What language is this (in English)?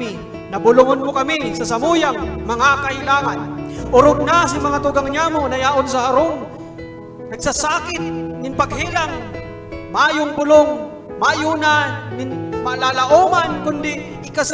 Bikol